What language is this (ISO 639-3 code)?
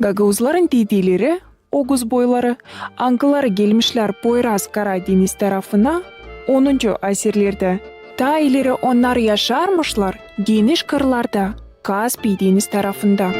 gag